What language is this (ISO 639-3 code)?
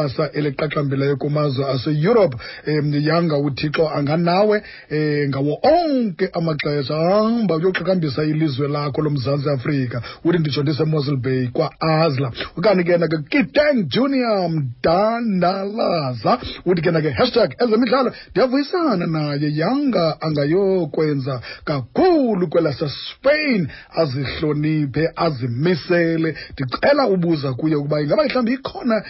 xho